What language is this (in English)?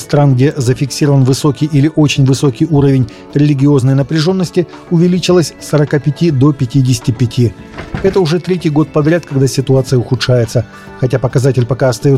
Russian